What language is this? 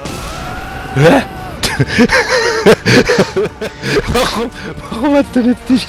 German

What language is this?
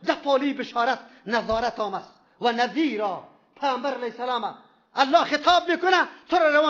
Persian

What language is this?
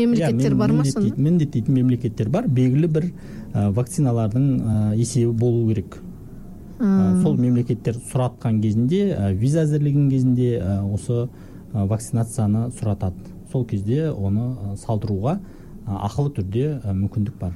Kazakh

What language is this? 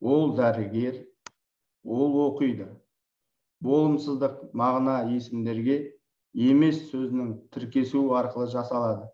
Kazakh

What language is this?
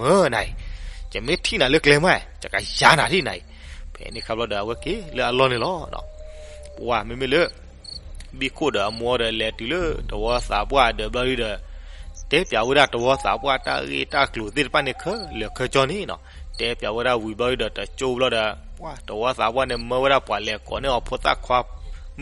S'gaw Karen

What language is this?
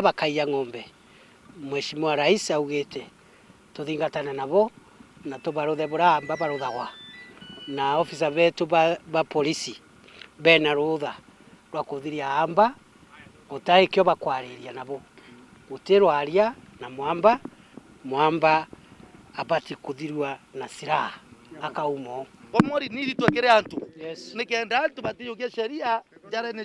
Meru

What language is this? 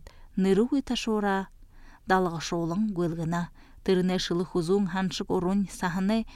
Buriat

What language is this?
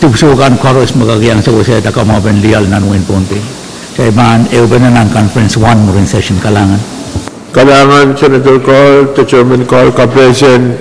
Pohnpeian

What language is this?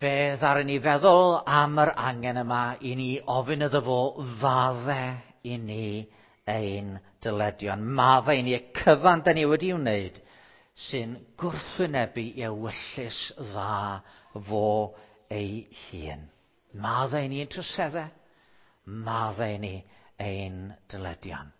Welsh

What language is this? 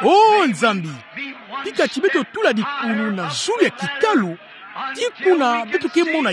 Kituba (Democratic Republic of Congo)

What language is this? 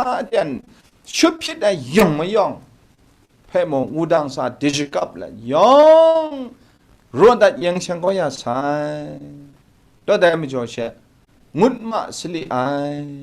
Kachin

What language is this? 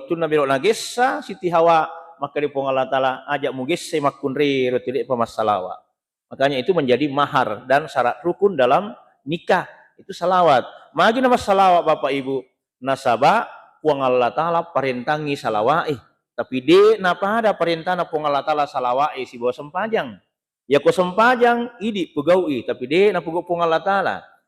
Buginese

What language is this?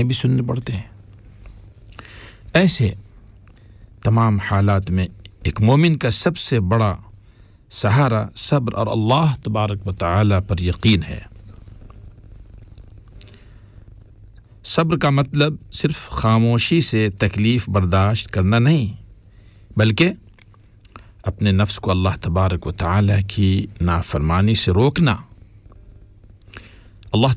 Urdu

